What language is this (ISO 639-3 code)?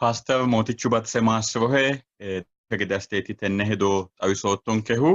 sid